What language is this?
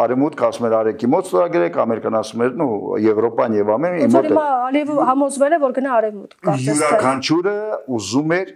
Armenian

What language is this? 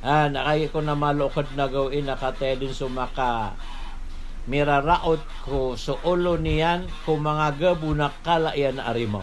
Maranao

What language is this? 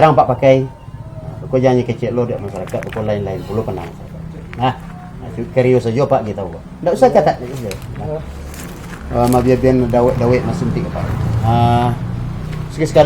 Minangkabau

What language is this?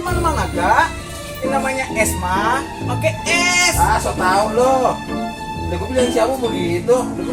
Betawi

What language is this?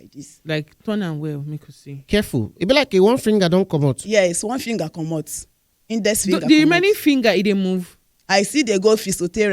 Nigerian Pidgin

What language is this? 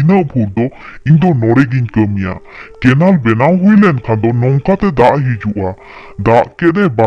Santali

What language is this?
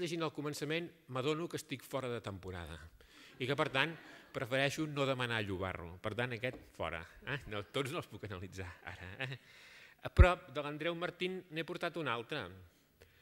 Catalan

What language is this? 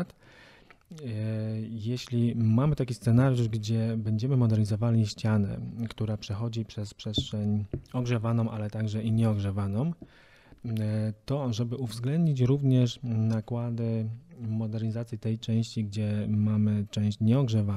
Polish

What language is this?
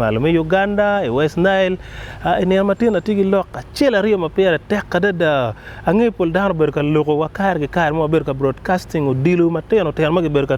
Acoli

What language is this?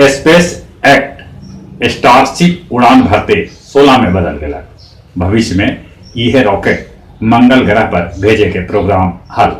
Magahi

